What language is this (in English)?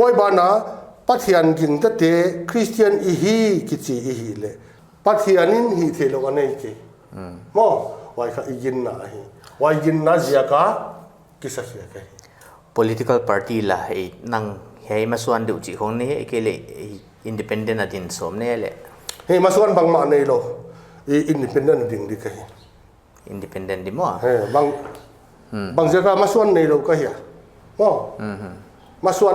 Paite Chin